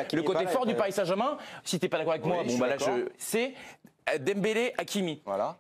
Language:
French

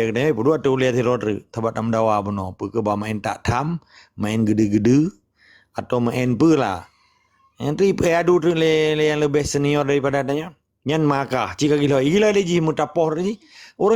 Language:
Achinese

